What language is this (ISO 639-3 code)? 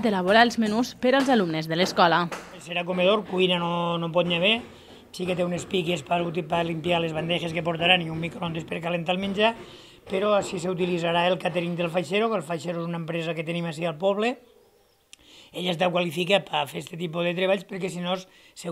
cat